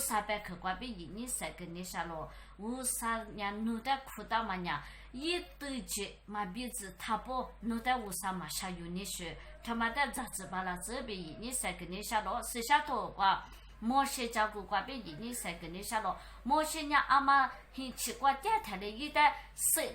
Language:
Lisu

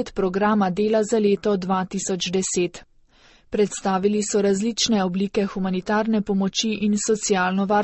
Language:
Slovenian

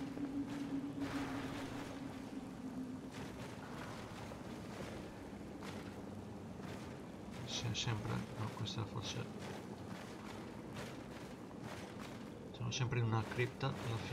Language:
Italian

